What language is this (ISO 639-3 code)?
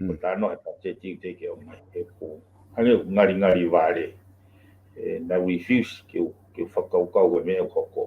ton